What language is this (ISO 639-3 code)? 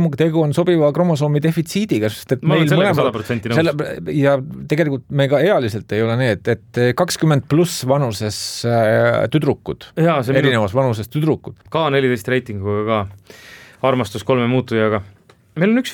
est